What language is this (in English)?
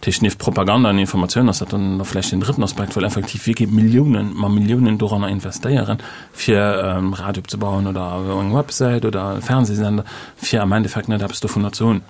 Luxembourgish